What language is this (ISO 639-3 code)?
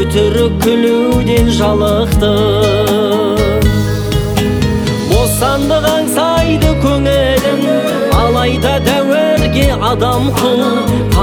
kaz